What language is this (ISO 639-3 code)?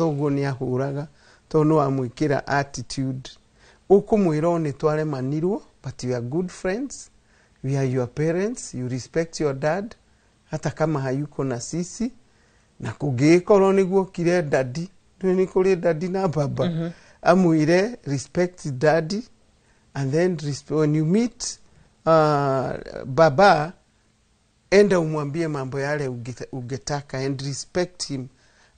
kik